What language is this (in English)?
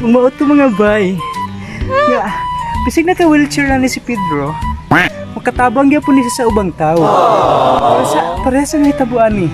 Cebuano